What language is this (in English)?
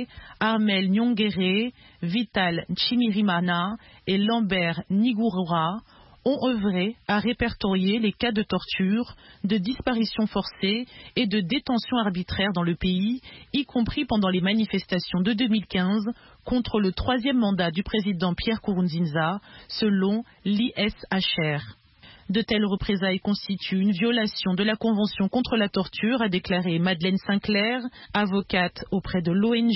French